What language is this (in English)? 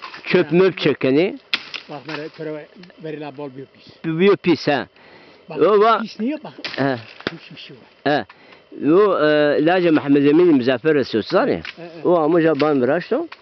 Zaza